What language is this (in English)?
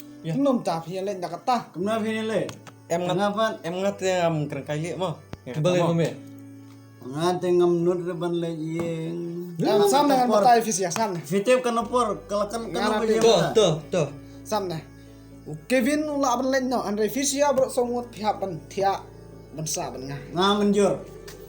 Khasi